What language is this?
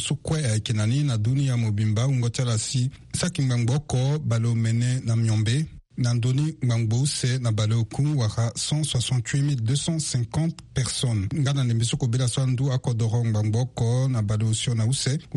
Sango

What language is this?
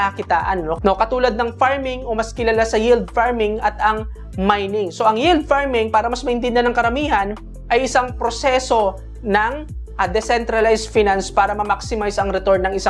Filipino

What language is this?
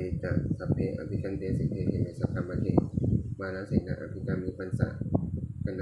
Pali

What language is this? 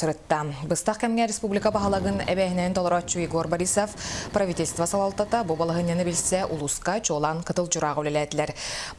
Yakut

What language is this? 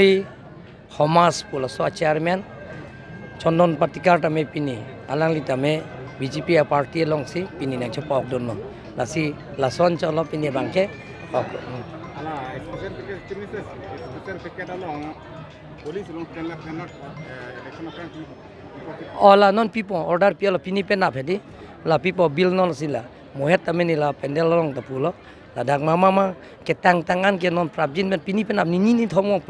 Karbi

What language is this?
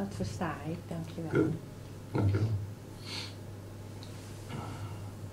Dutch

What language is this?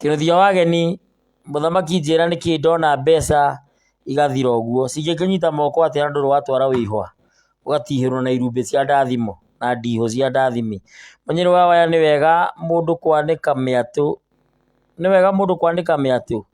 Kikuyu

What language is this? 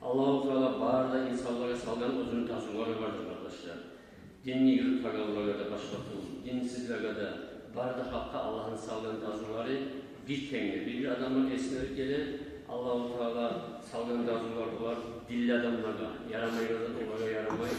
Kumyk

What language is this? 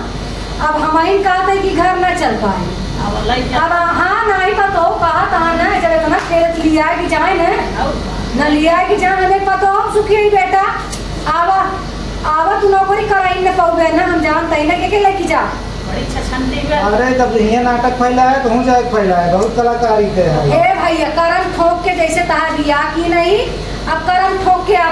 Awadhi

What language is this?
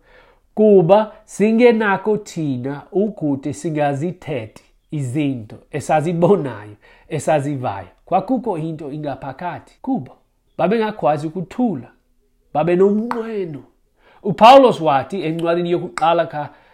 Xhosa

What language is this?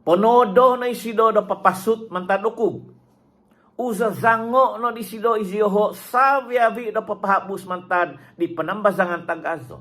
Central Dusun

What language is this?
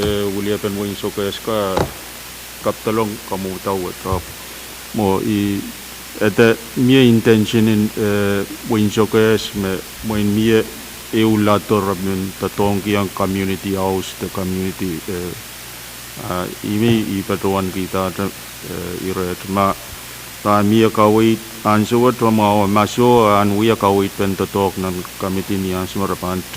Pohnpeian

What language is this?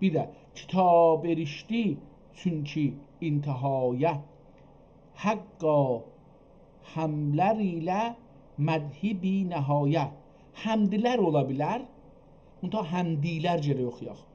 South Azerbaijani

